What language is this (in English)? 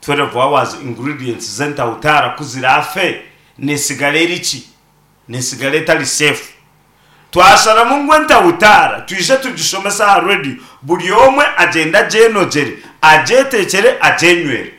Nyankole